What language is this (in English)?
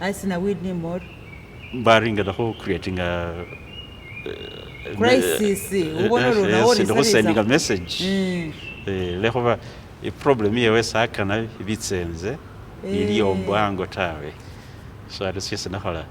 Masaaba